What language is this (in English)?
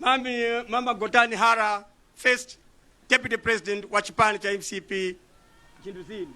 Nyanja